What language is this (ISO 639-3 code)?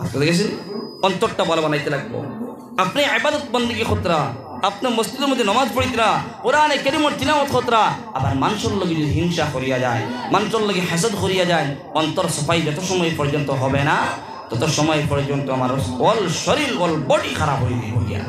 syl